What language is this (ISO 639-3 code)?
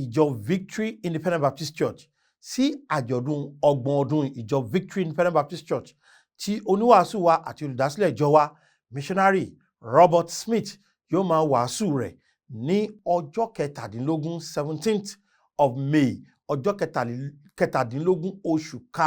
yor